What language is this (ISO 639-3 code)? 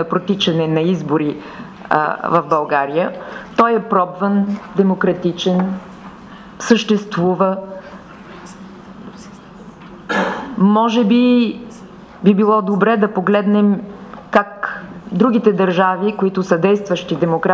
bul